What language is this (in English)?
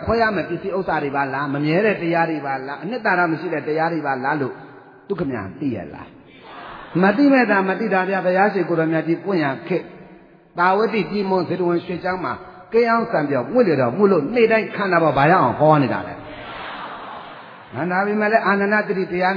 Burmese